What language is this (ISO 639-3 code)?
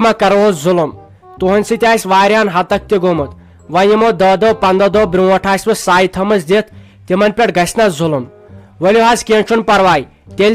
kas